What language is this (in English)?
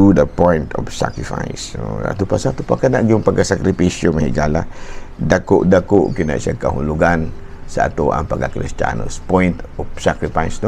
Cebuano